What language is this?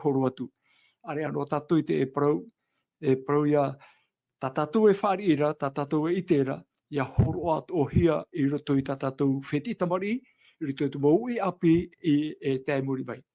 Tahitian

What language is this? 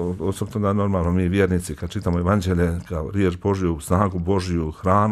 Bosnian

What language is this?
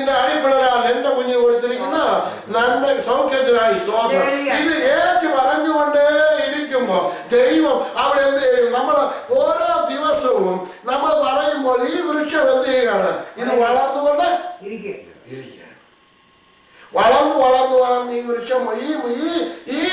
Malayalam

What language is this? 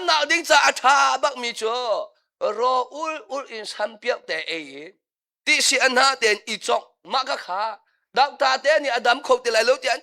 Hakha Chin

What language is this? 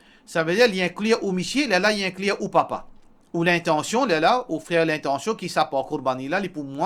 Morisyen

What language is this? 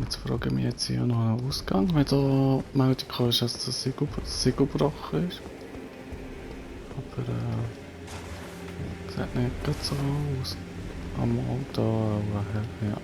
Swiss German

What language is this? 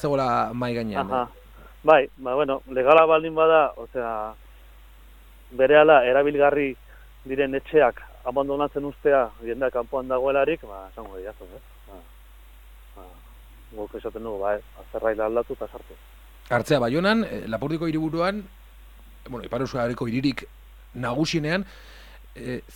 Basque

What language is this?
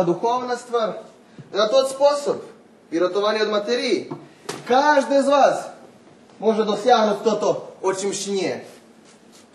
Rusyn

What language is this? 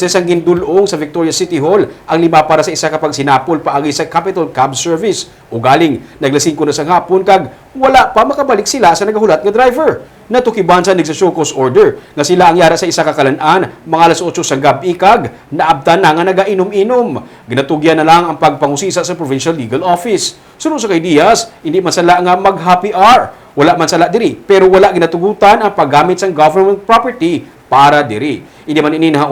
Hiligaynon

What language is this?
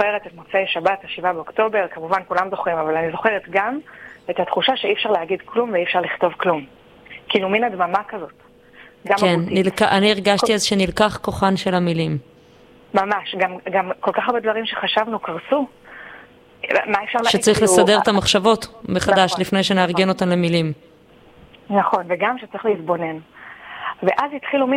Hebrew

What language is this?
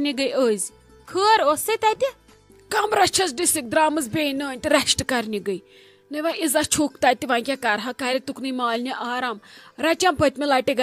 Kashmiri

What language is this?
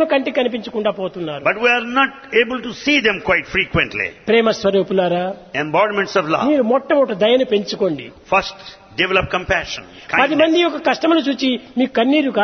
Telugu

